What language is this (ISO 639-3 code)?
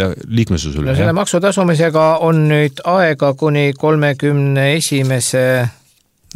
est